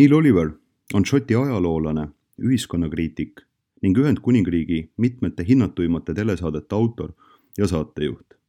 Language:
Estonian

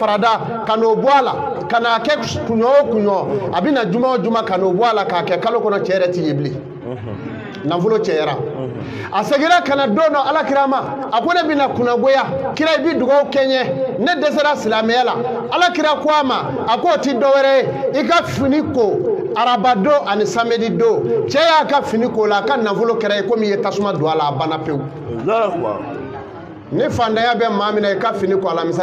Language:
Bambara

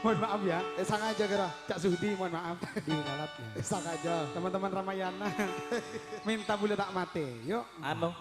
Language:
Madurese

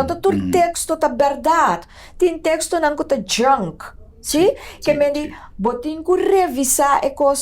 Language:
Papiamento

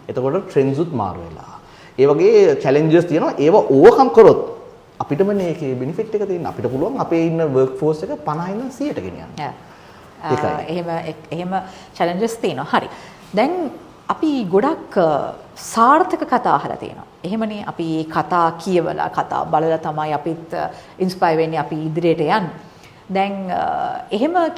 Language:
Sinhala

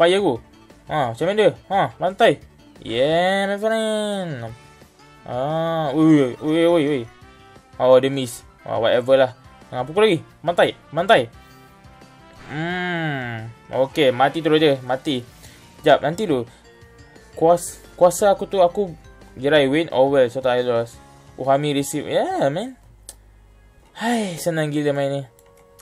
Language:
Malay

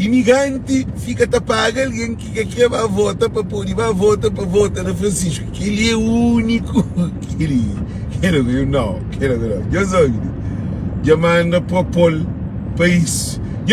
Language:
Kabuverdianu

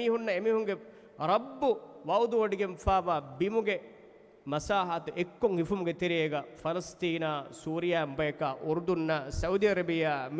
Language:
Divehi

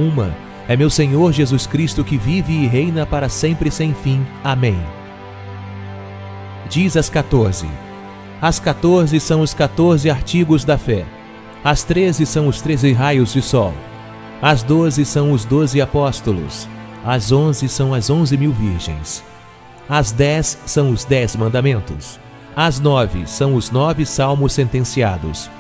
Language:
Portuguese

